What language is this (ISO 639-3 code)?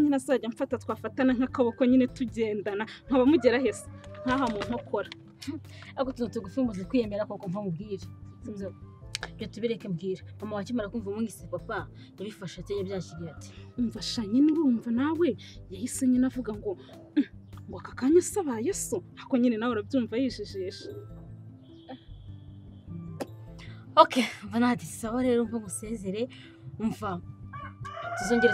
kin